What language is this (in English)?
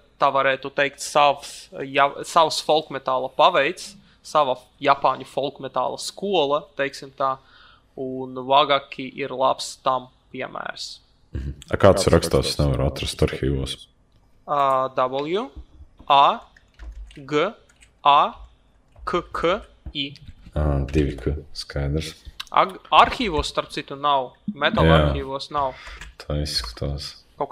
Latvian